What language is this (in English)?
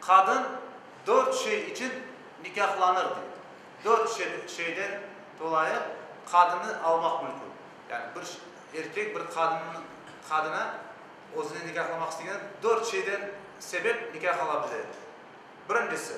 Crimean Tatar